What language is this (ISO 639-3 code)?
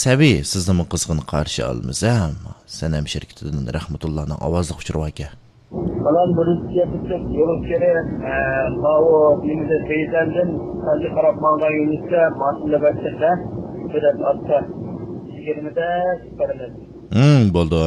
uig